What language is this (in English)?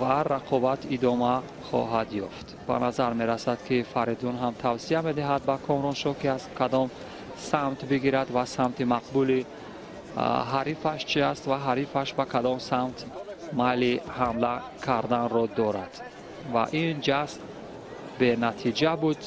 Tajik